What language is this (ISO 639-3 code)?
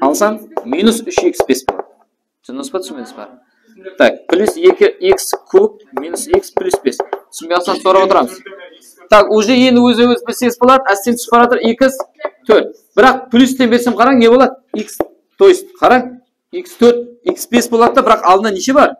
kaa